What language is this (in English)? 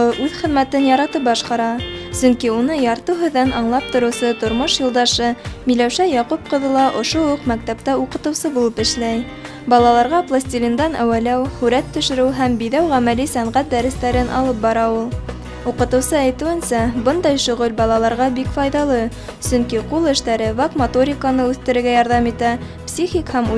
Bashkir